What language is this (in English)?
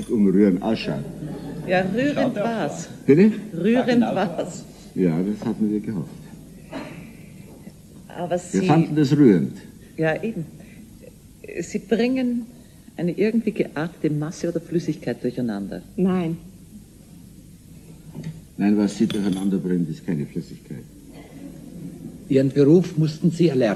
German